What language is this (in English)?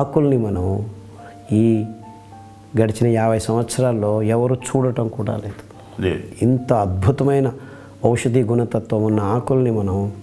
Telugu